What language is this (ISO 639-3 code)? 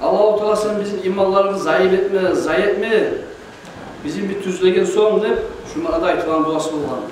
kum